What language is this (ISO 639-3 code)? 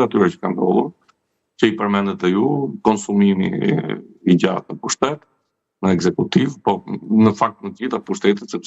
sqi